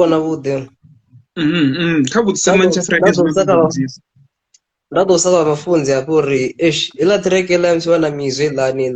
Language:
Venda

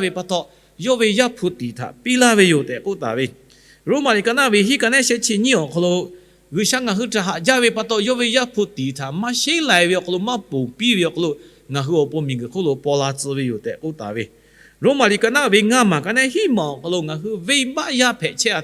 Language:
Lahu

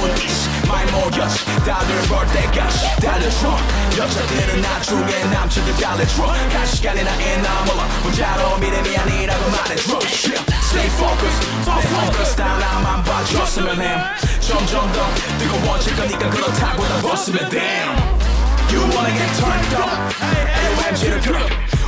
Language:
Korean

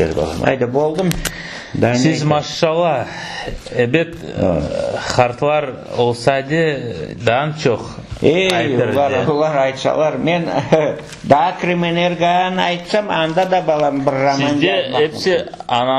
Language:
Crimean Tatar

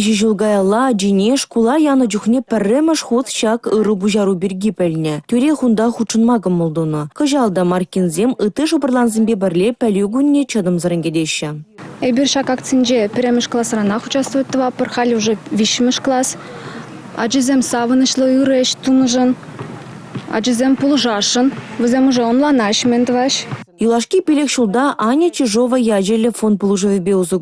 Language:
Chuvash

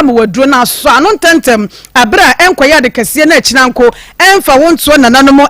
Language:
Akan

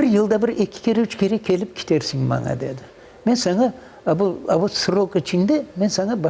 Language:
Crimean Tatar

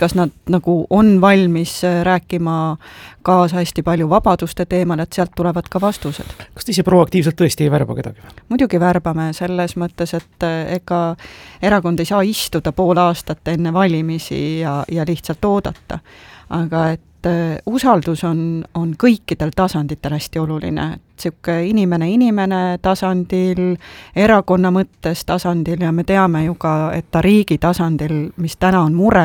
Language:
Estonian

